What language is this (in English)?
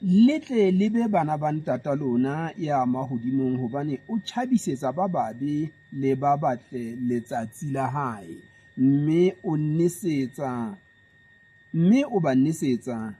Southern Sotho